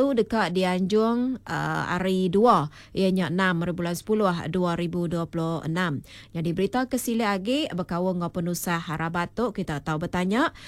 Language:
Iban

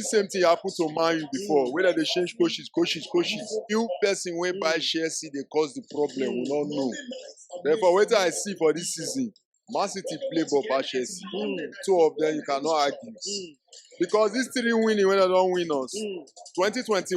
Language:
Nigerian Pidgin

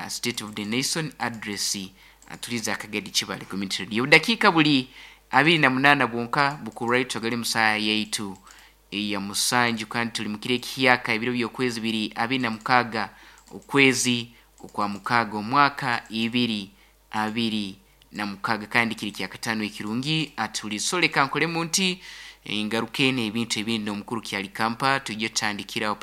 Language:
Nyoro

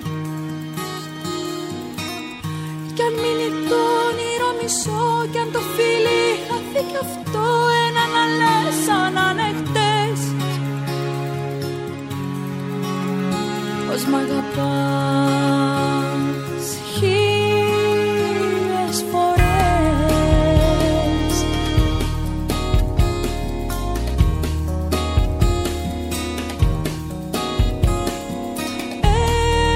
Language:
Greek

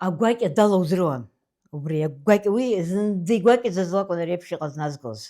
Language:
Abkhazian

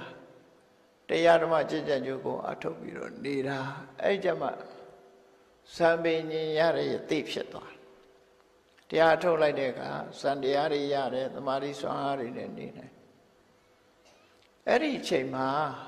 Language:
Burmese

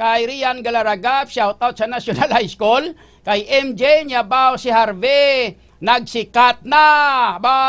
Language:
Hiligaynon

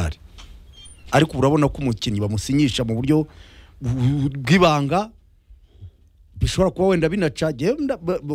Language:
Kinyarwanda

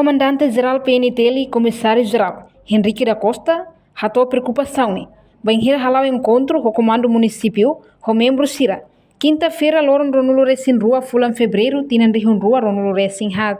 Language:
Tetum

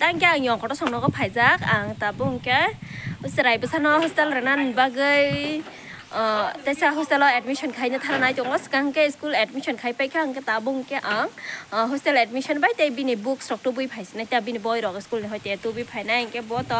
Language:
Kok Borok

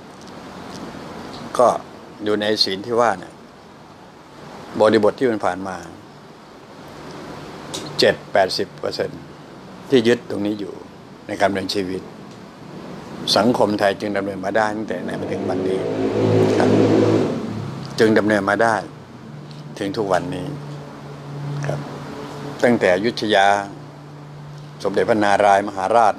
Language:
Thai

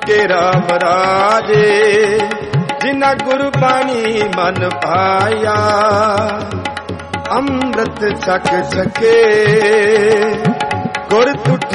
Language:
Punjabi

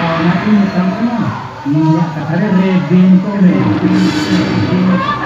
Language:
Santali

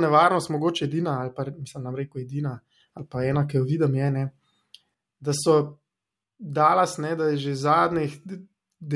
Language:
Slovenian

